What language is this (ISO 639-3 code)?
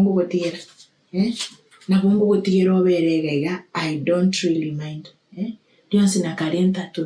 guz